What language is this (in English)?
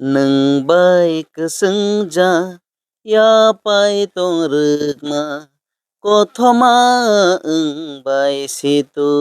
Kok Borok